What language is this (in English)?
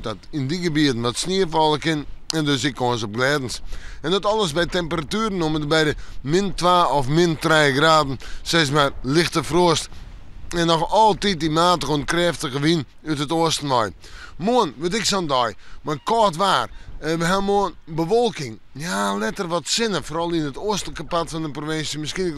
Western Frisian